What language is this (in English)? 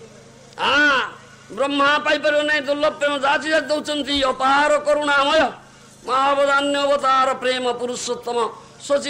Odia